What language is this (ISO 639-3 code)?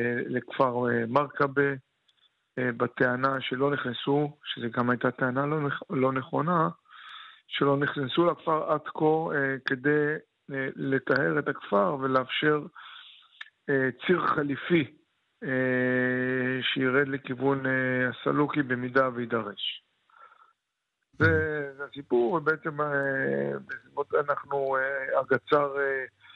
heb